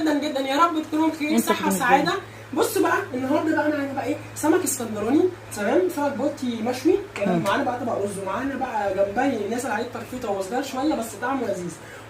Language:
Egyptian Arabic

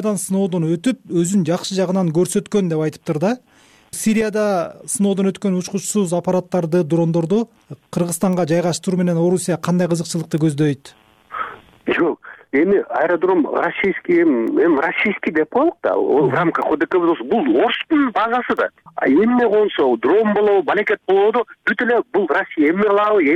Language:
Kyrgyz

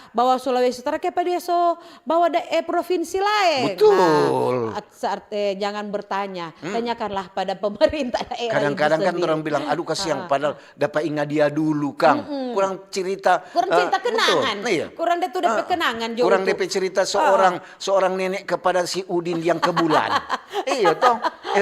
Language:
Manado Malay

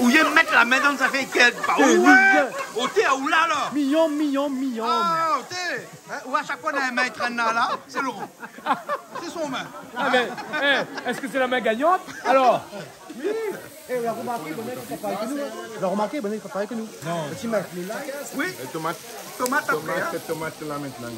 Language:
Réunion Creole French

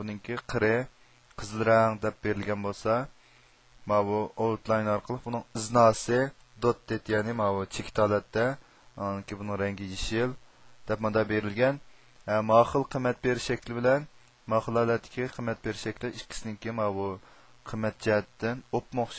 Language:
Uyghur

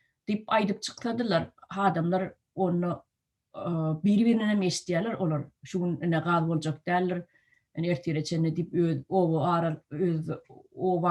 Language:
Turkmen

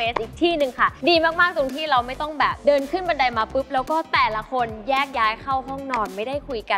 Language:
Thai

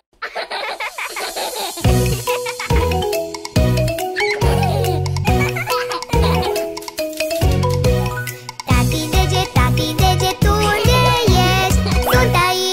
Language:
Romanian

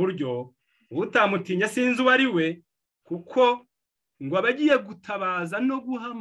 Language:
Kinyarwanda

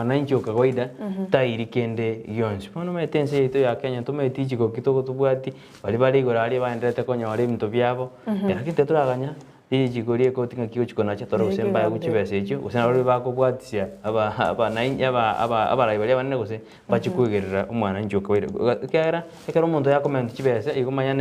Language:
Gusii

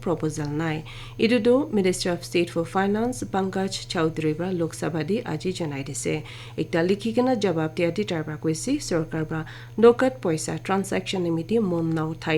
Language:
Naga Pidgin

